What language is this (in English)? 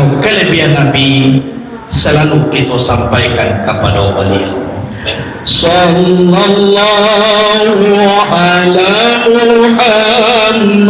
Minangkabau